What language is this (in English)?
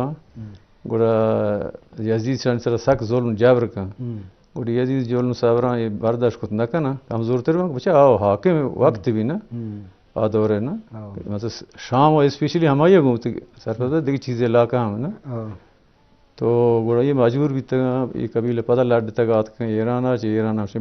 Baluchi